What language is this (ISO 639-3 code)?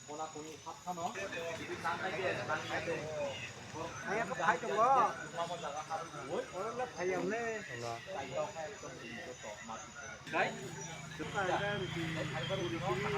trp